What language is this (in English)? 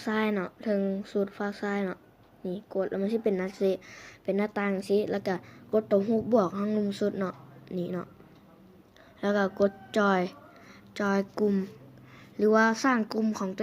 Lao